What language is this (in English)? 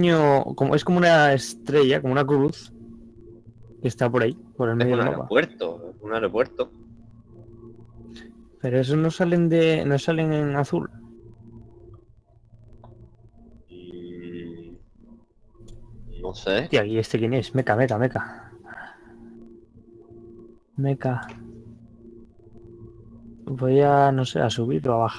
Spanish